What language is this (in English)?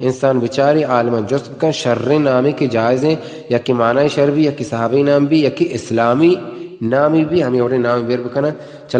Baluchi